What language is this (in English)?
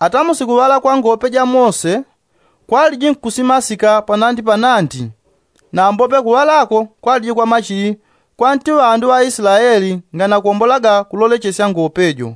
Yao